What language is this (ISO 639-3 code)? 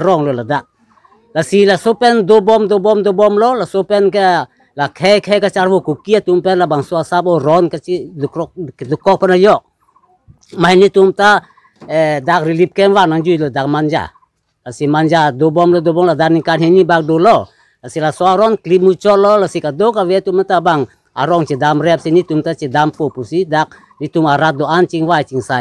mjw